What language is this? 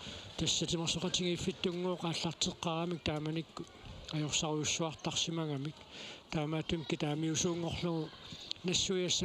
Kalaallisut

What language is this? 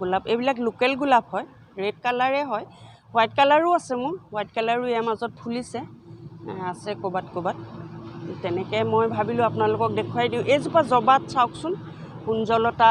Assamese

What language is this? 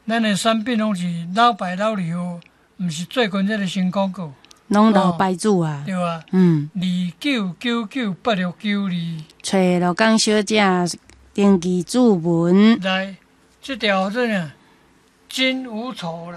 Min Nan Chinese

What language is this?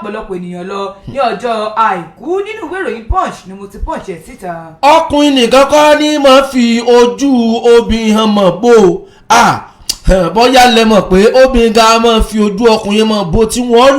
Yoruba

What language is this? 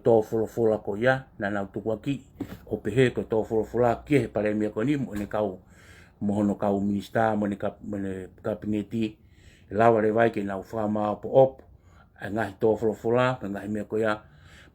Tongan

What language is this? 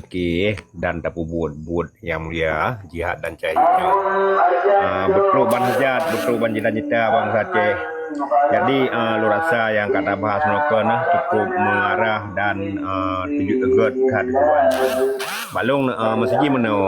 Achinese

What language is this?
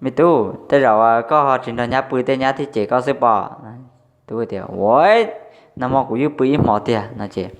Hmong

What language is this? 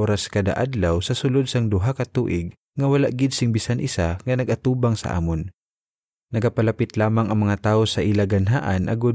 Hiligaynon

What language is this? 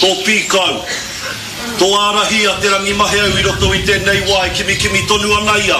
Māori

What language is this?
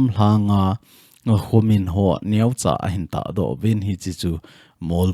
Thado Chin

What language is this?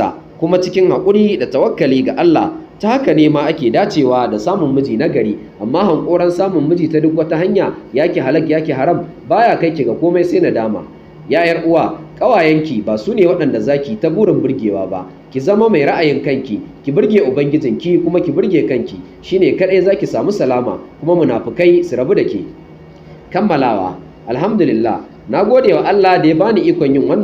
Hausa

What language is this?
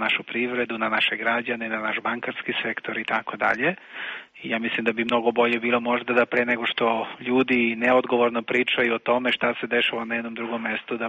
Serbian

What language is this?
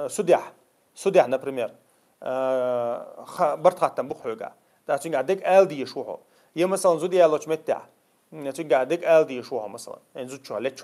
Chechen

